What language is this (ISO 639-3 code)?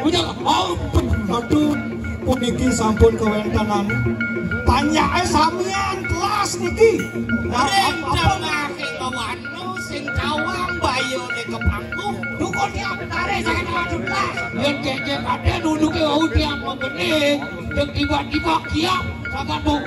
ban